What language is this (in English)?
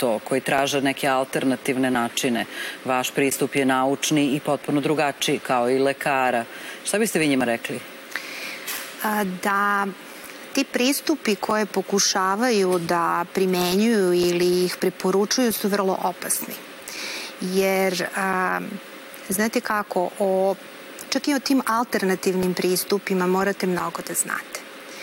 Serbian